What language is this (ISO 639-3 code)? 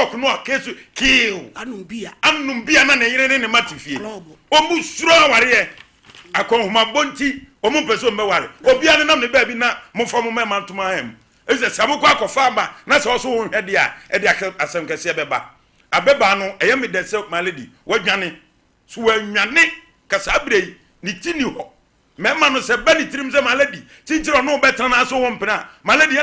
aka